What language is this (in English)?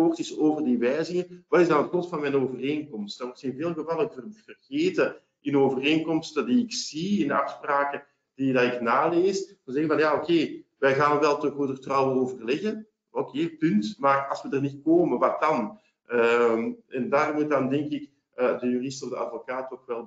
Dutch